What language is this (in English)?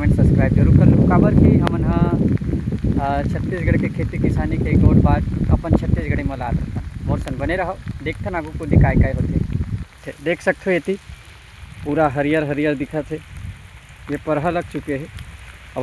Chhattisgarhi